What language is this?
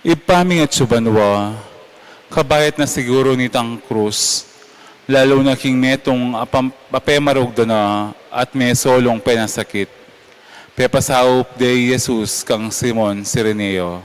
Pampanga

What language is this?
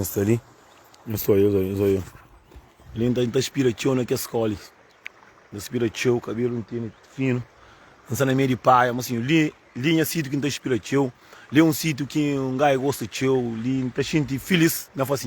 Kabuverdianu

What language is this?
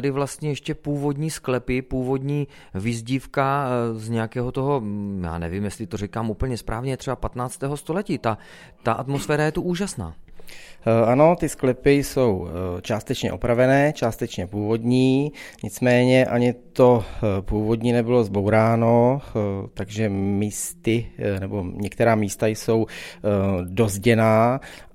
Czech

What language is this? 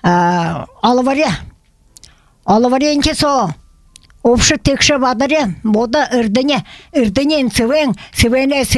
Buriat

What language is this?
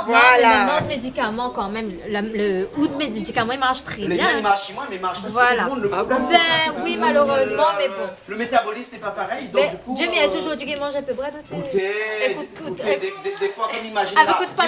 Réunion Creole French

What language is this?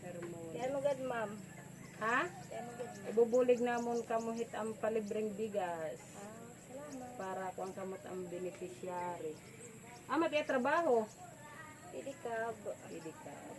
Waray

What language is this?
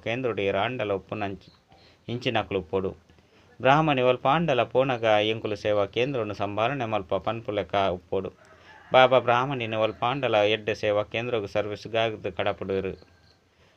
Tulu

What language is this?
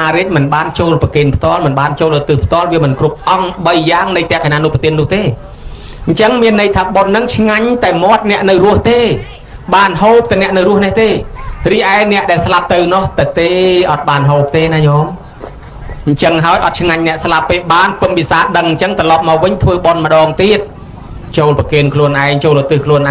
Khmer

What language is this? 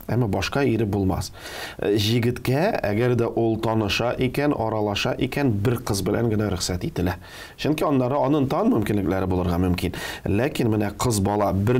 Tatar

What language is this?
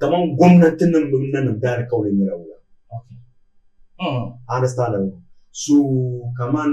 Dagbani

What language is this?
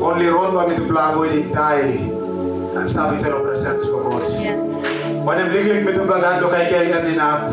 Tok Pisin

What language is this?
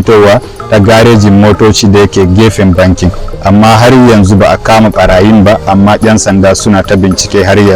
Hausa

